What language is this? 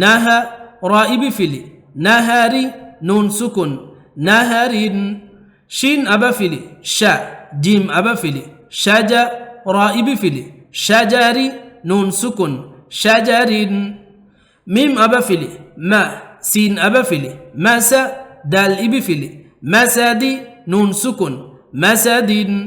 Divehi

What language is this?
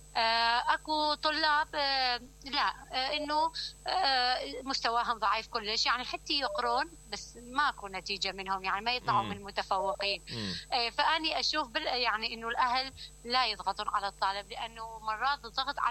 Mesopotamian Arabic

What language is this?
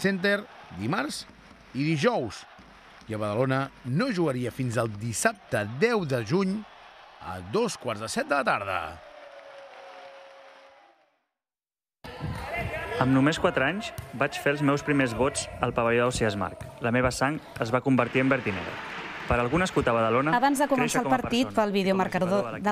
Catalan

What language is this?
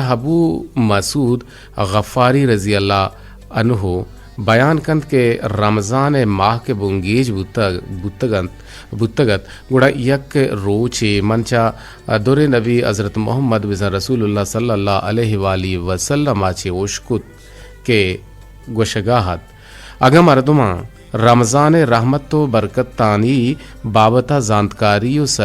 Eastern Balochi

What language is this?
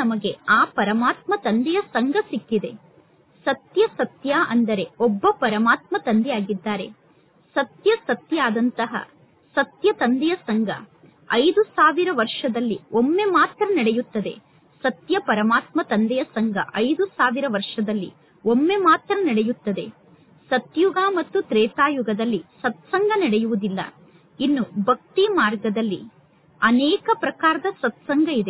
Kannada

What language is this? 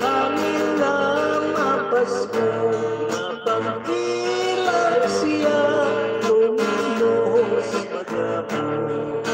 Hiligaynon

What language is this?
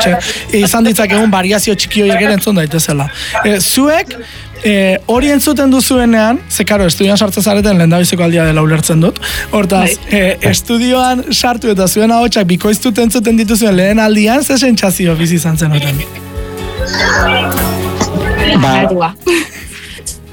Basque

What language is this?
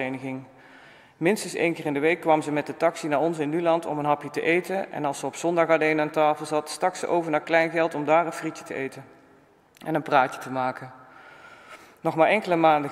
Dutch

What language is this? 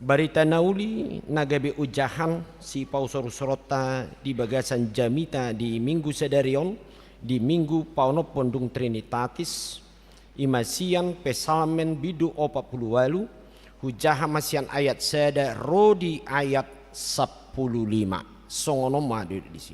Batak Toba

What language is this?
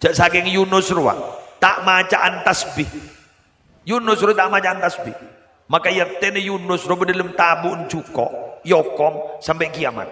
Madurese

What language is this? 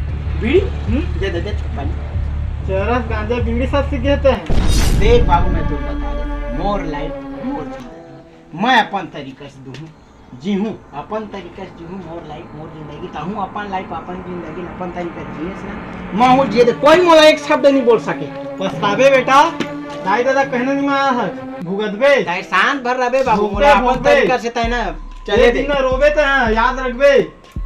Chhattisgarhi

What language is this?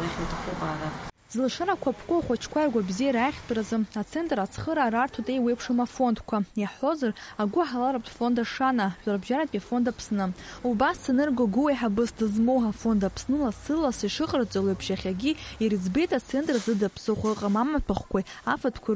Abkhazian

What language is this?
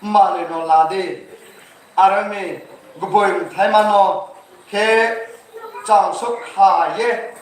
Riang (India)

